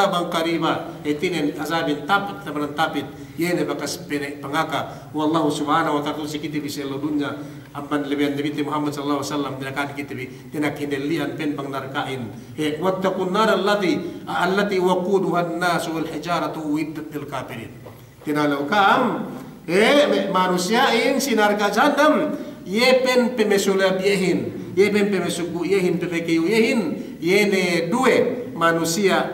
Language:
Yakan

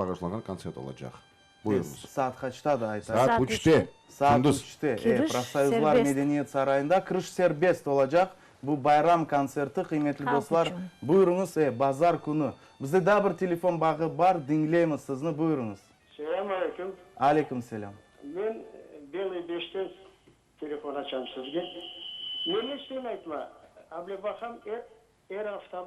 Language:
Crimean Tatar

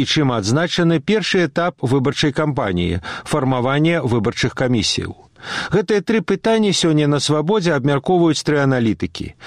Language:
Belarusian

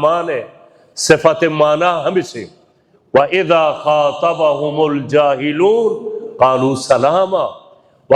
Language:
Baluchi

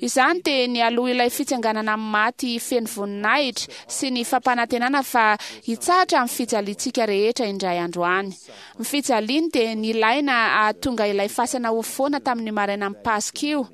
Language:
Malagasy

